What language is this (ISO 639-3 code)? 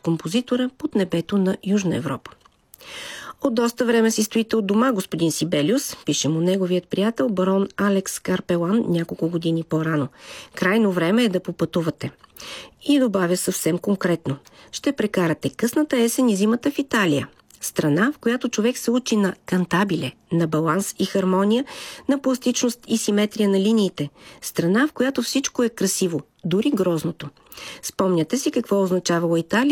bul